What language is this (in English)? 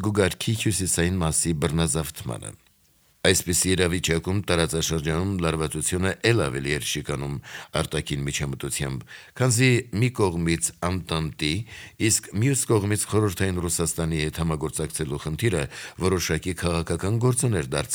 Armenian